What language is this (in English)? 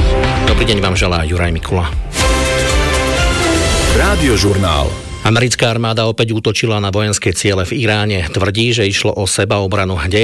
Slovak